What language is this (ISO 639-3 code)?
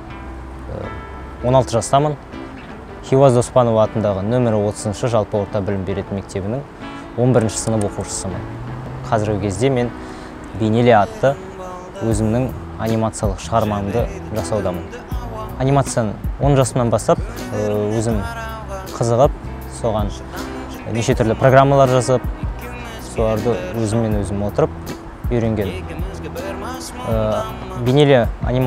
kaz